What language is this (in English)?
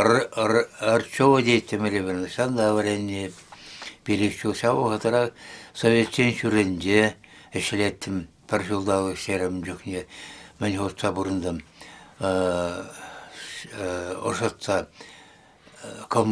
Chuvash